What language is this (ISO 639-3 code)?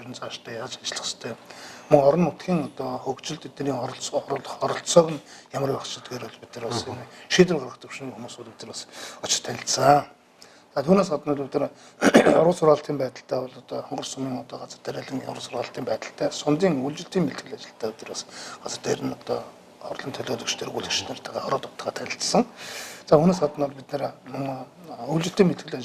mon